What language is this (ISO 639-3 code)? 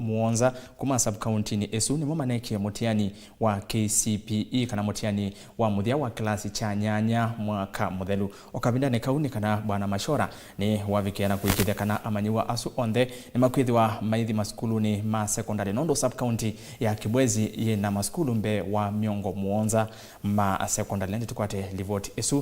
kam